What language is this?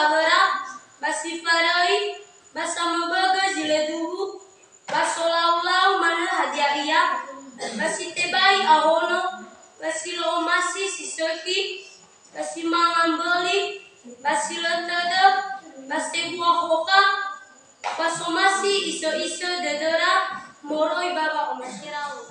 Nias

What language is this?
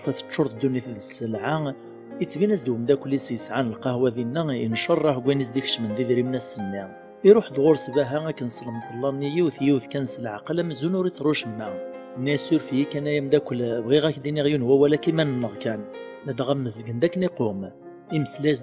Kabyle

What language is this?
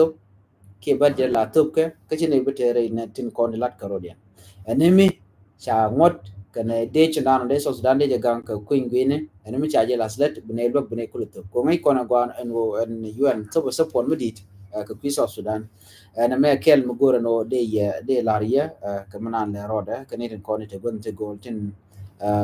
Nuer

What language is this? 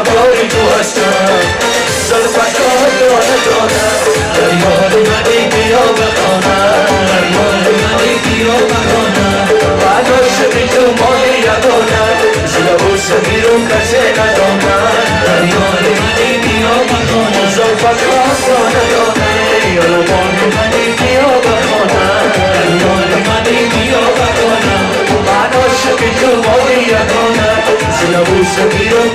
Tajik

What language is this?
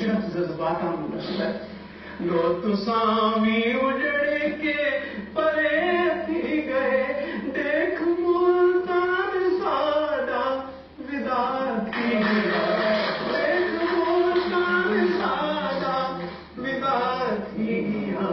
Saraiki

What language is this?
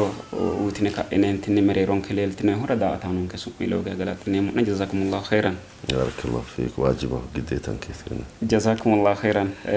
Sidamo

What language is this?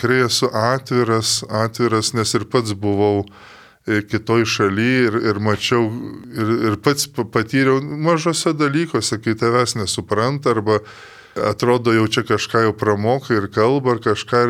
Lithuanian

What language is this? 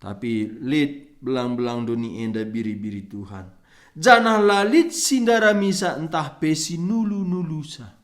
Batak Karo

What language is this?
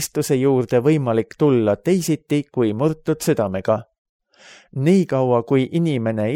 Estonian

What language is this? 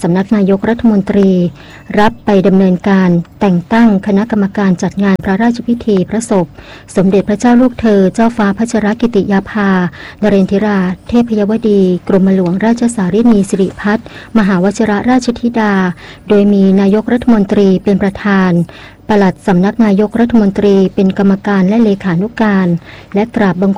Thai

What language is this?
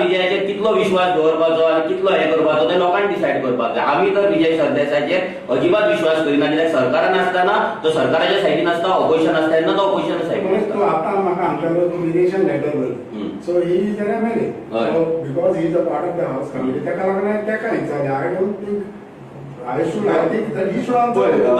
Konkani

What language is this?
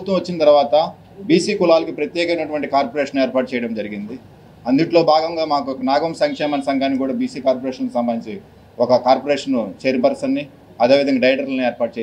Telugu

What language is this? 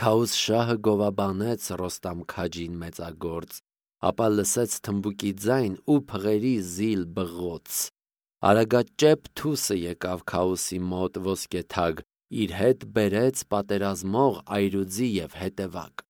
Armenian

